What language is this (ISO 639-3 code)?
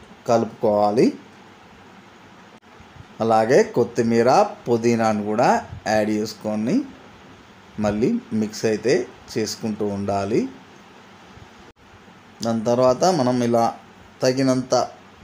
tel